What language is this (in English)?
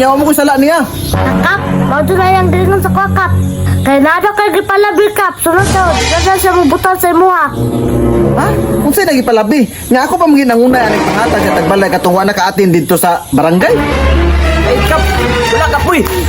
Cebuano